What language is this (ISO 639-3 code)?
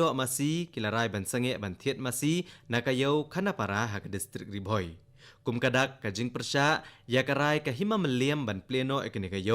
kha